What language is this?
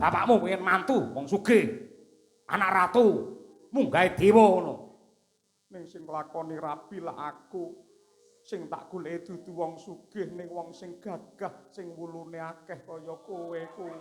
Javanese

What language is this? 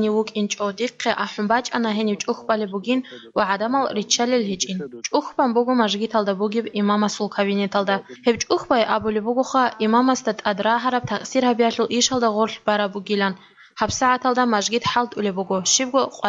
Avaric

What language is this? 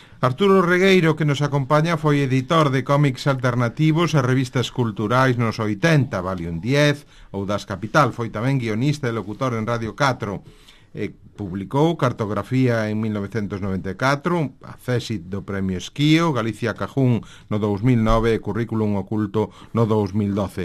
Galician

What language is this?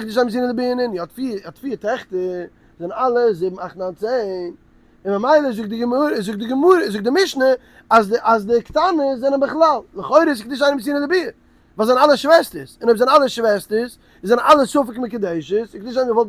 Yiddish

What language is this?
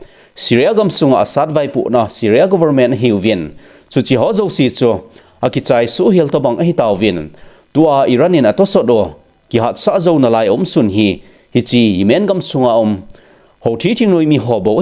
Thado Chin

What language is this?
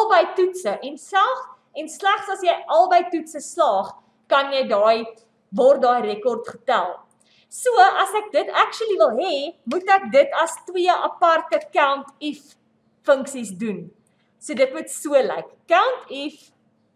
Afrikaans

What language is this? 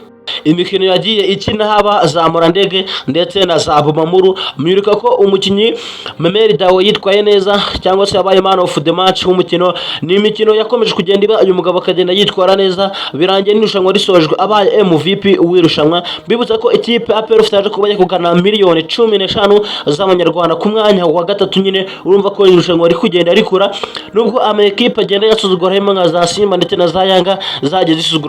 Kinyarwanda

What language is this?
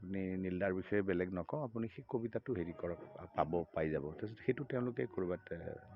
Assamese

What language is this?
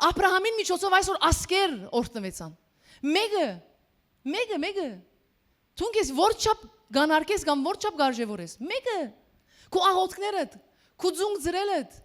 Western Armenian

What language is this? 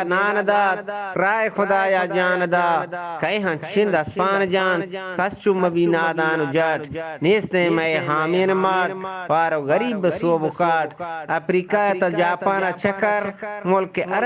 Eastern Balochi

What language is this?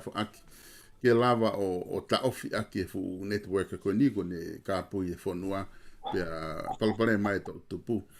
Tongan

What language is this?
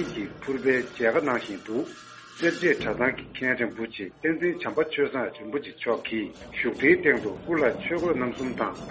Tibetan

